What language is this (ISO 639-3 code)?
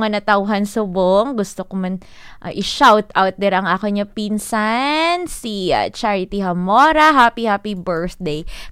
hil